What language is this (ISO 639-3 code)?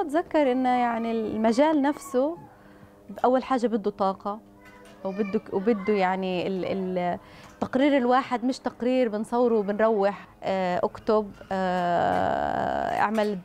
apc